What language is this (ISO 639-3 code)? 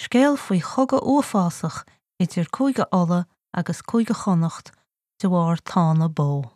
gle